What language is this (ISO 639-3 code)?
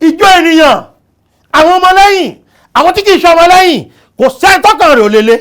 yor